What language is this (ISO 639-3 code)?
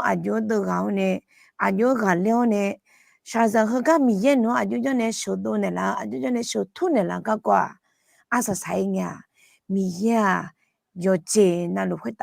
ahk